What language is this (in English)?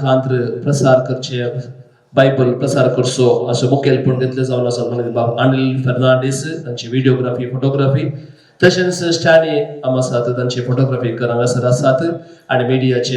Konkani